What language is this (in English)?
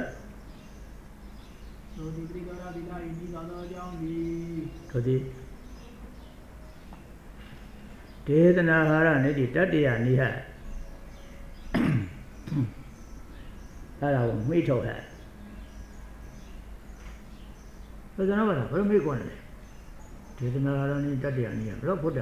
Burmese